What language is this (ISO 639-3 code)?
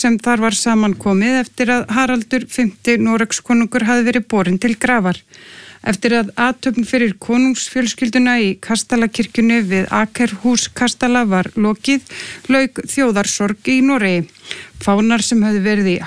isl